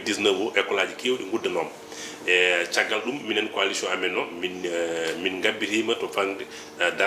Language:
Fula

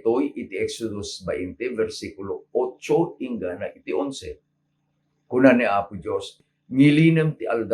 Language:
Iloko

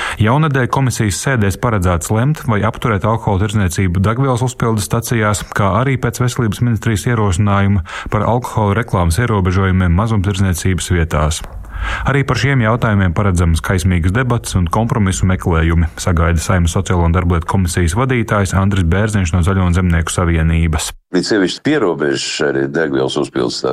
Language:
Latvian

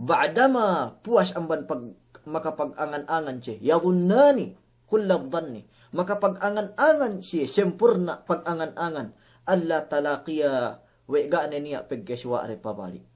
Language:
Yakan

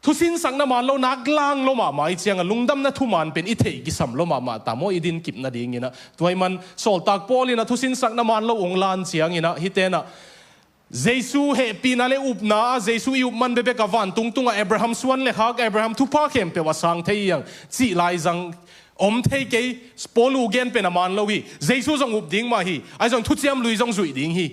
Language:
Tedim Chin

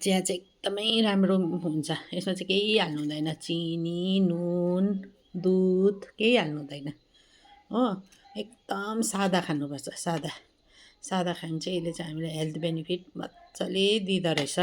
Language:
Nepali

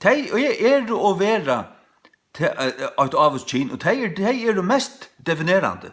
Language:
Faroese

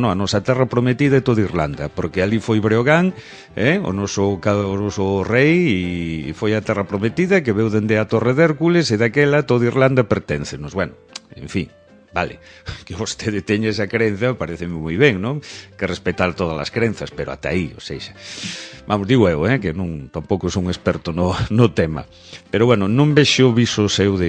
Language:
Galician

